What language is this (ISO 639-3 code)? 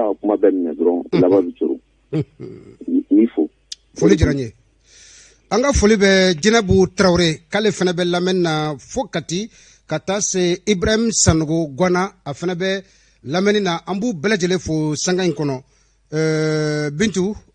bam